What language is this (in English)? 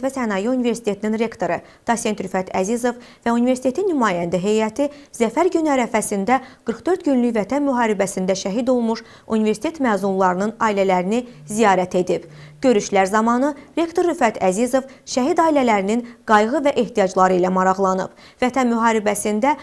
Azerbaijani